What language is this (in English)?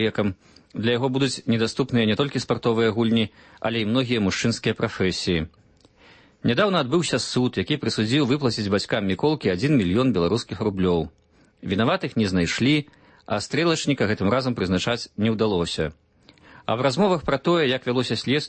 Belarusian